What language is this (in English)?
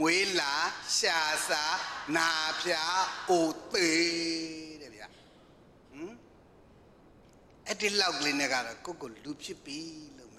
Burmese